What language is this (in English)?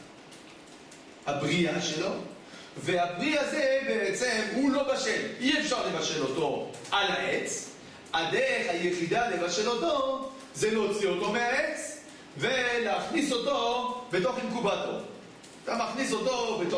Hebrew